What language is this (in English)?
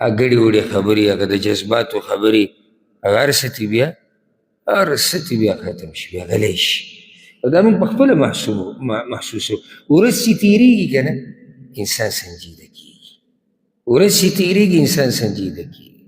Pashto